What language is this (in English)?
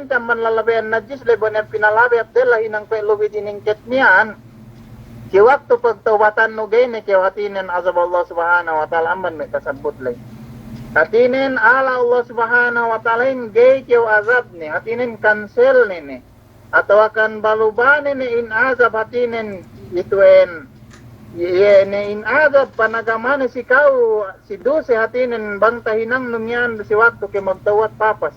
Yakan